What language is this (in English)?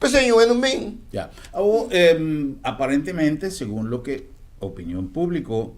Papiamento